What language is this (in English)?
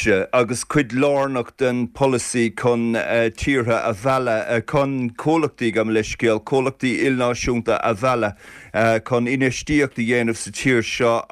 Irish